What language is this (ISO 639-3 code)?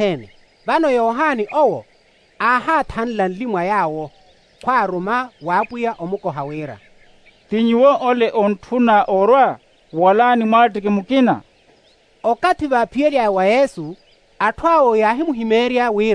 vmw